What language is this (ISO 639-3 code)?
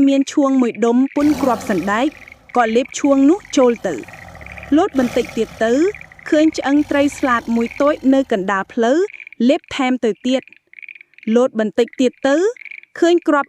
khm